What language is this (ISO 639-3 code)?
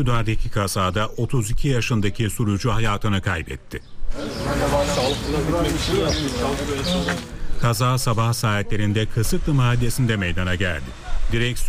tur